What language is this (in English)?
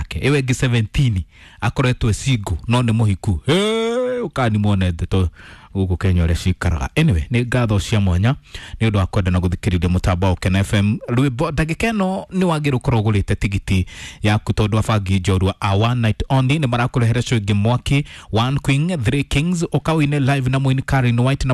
Kikuyu